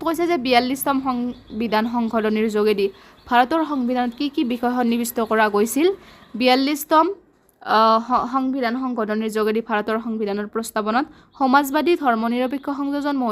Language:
Assamese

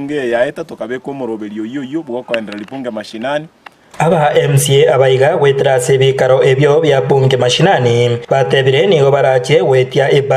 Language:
Gusii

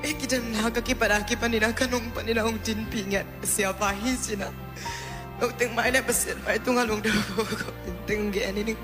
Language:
Tedim Chin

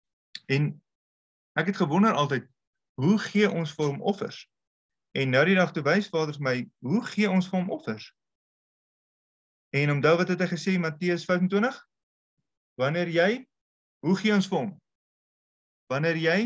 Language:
Afrikaans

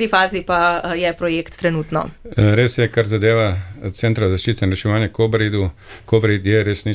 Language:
Slovenian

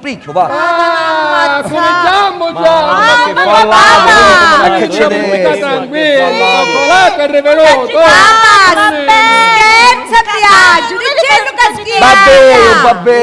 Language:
Sicilian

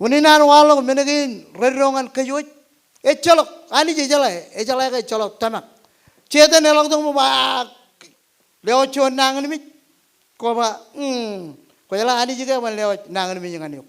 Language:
Marshallese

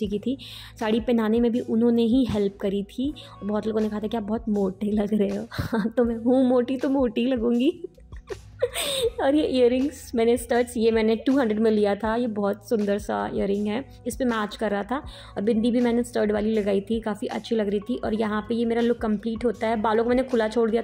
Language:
Hindi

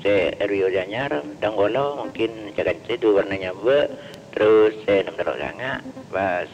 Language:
Madurese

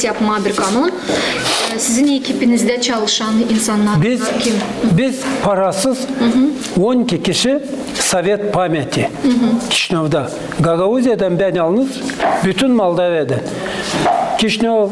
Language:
Gagauz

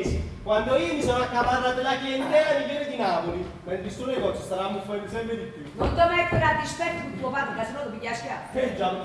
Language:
Neapolitan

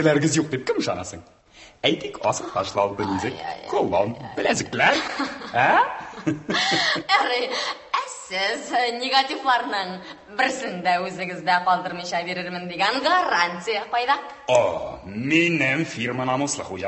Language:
Tatar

